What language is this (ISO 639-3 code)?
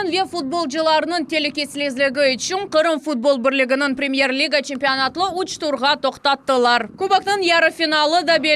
crh